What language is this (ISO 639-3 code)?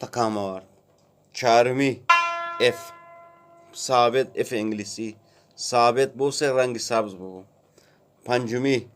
bgp